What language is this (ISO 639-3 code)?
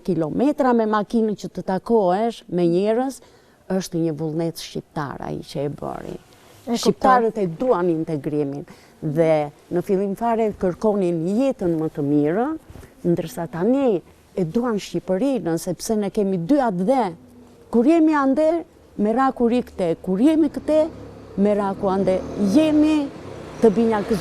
sqi